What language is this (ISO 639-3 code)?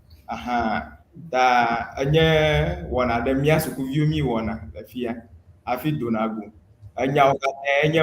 ewe